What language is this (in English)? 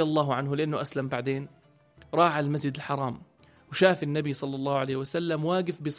North Levantine Arabic